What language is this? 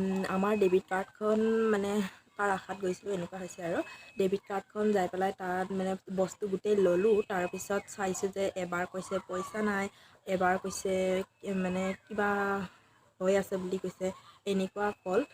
Assamese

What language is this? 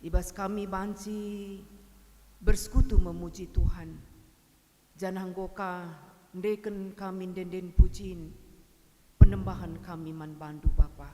Batak Karo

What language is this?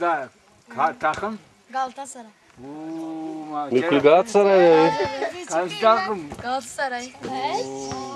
Zaza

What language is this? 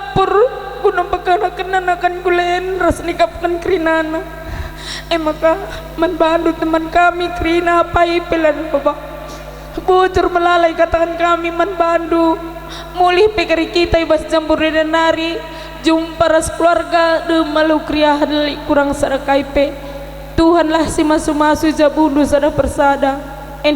Batak Karo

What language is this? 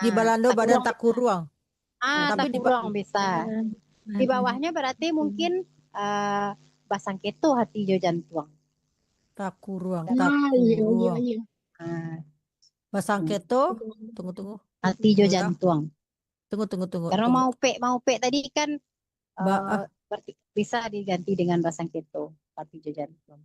Minangkabau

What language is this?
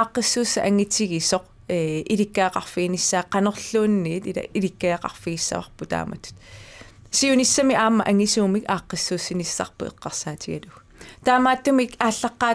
Kalaallisut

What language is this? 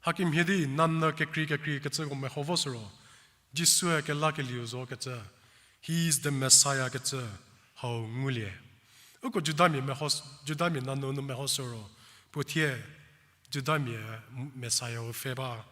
Angami Naga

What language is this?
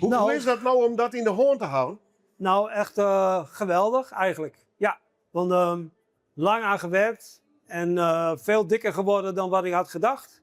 Western Frisian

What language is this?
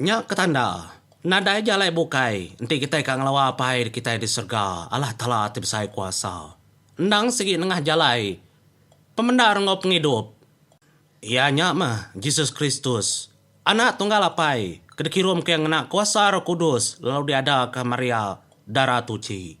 Iban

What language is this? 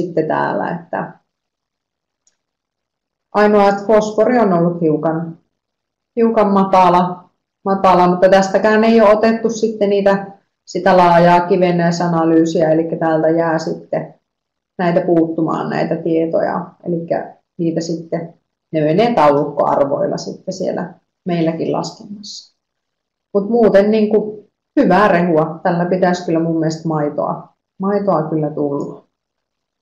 Finnish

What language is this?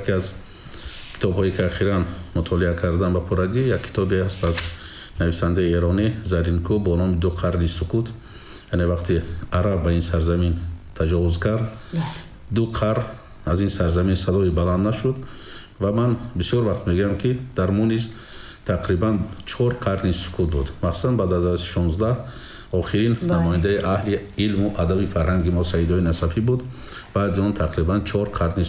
Tajik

